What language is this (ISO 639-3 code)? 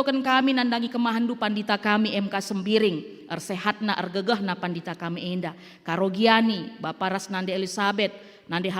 btx